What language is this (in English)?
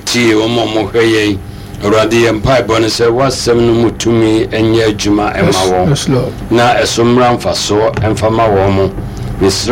Akan